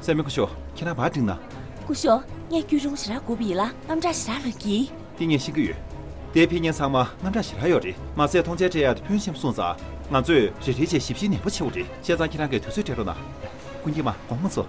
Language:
Tibetan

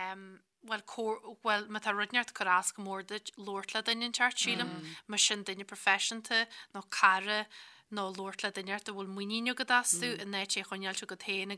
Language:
Irish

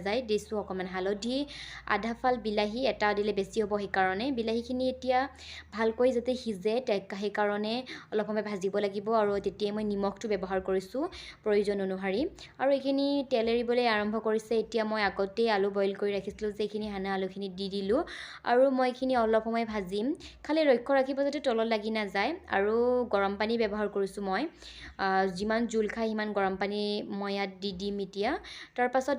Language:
Assamese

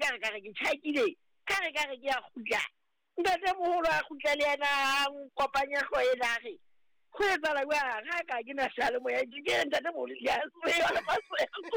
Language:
Southern Sotho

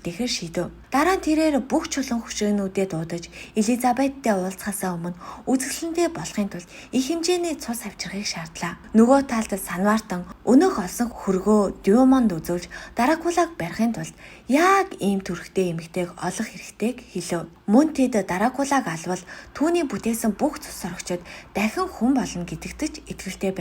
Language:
Mongolian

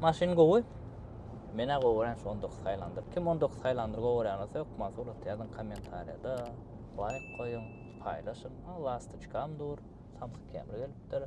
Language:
Turkmen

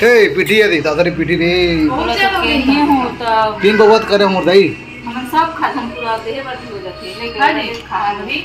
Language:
Chhattisgarhi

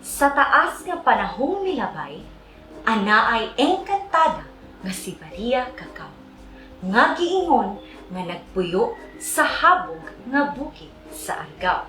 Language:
Cebuano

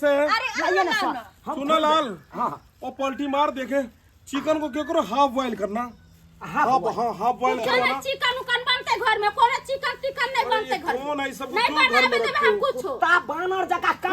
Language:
Maithili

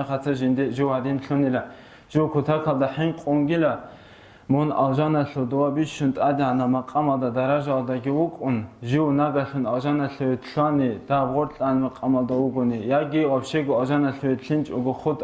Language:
Avaric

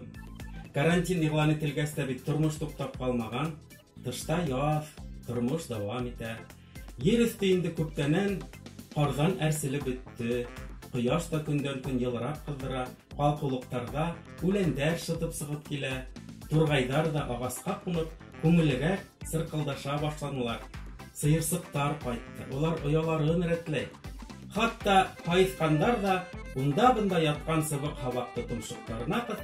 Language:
Bashkir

